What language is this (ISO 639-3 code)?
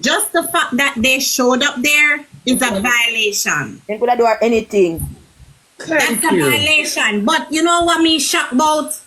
jam